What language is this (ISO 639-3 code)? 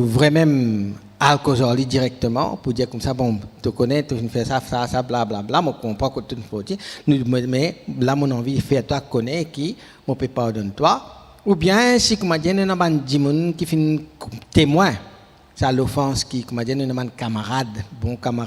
mfe